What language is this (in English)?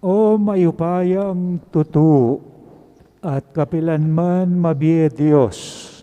Pampanga